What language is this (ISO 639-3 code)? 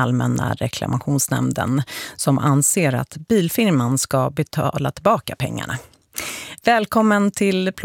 swe